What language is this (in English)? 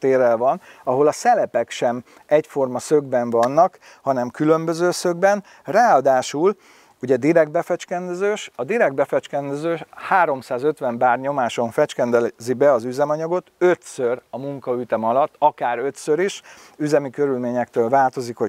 Hungarian